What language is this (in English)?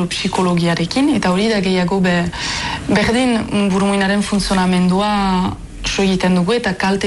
Basque